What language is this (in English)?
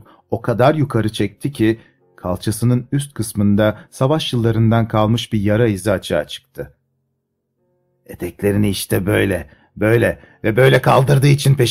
Turkish